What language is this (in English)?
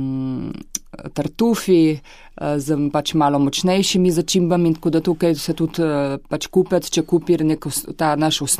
Slovenian